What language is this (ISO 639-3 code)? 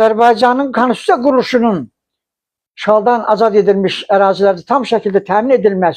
aze